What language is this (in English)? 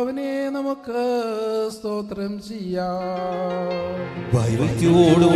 Malayalam